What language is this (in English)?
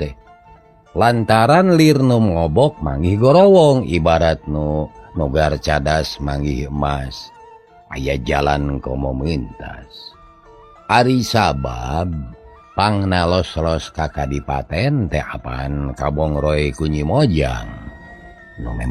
Sundanese